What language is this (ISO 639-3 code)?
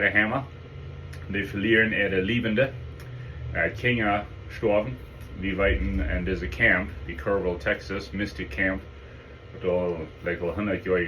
pdt